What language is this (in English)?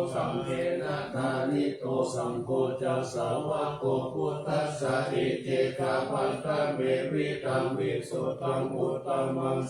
Pali